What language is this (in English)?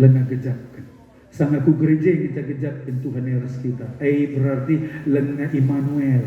Batak Karo